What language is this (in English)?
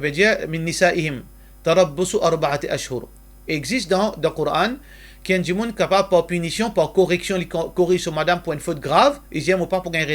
Morisyen